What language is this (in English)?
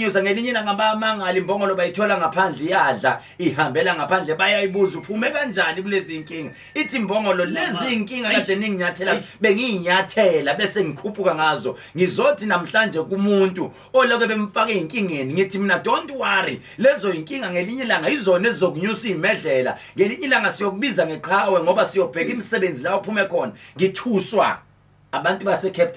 Zulu